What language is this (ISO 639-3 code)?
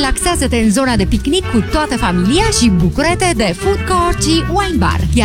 ron